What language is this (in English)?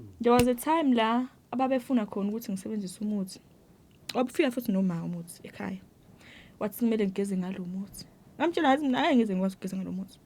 Zulu